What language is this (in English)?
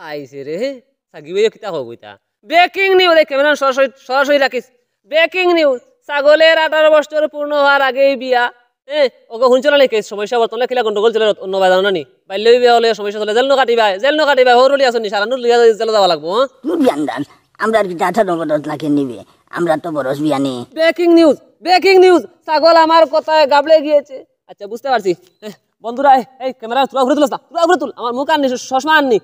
Sylheti